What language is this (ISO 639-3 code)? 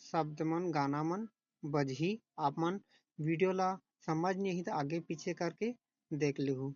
hne